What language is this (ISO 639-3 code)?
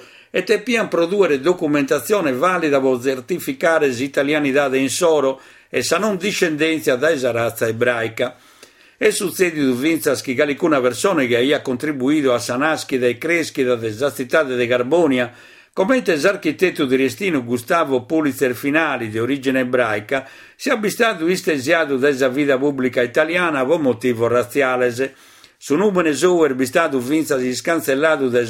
srd